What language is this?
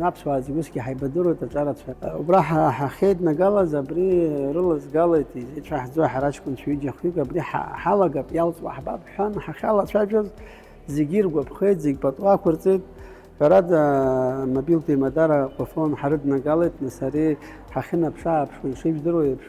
Abkhazian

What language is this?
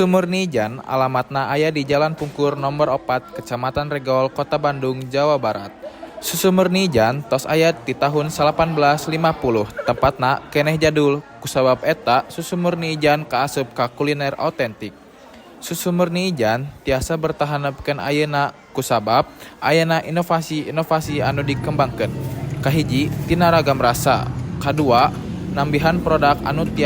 Sundanese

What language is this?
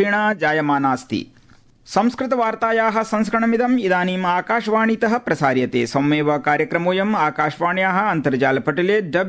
Sanskrit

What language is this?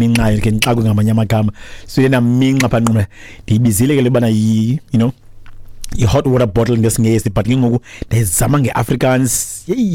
Xhosa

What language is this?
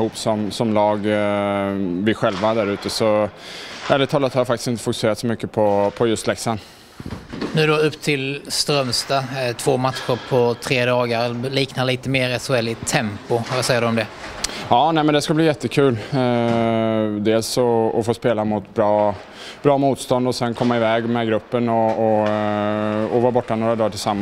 Swedish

